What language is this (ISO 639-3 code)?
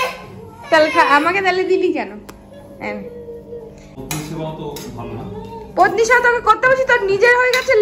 ben